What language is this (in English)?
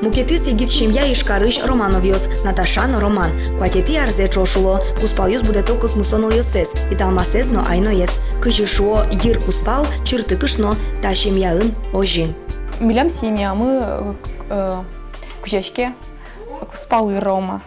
Udmurt